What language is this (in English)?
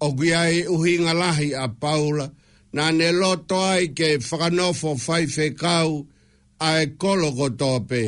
Tongan